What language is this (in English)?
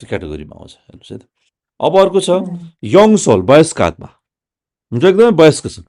Nepali